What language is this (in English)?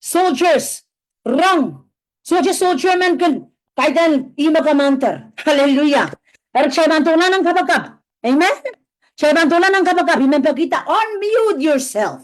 Pohnpeian